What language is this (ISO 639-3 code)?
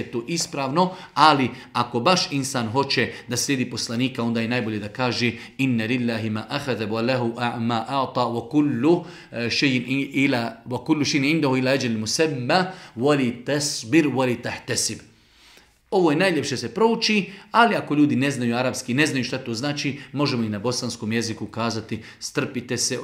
bos